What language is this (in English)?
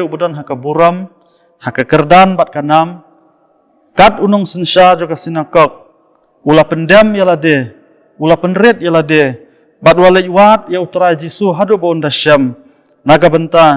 Khasi